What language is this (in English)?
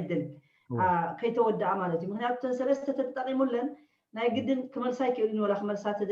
Tigrinya